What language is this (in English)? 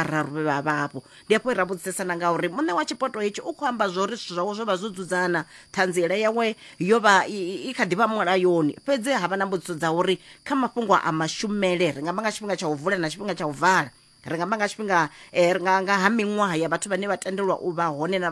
Venda